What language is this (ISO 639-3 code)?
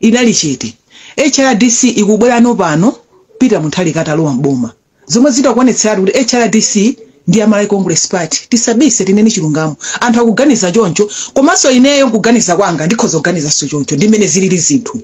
nya